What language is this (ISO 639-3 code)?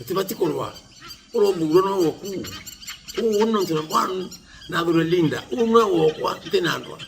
mer